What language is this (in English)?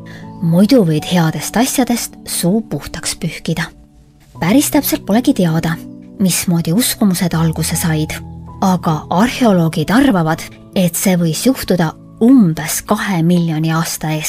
Estonian